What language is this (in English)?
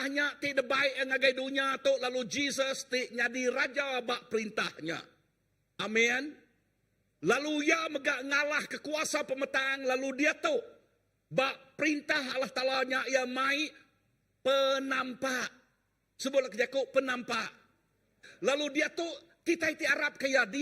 Iban